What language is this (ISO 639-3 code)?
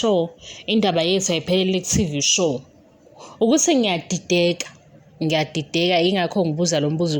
zul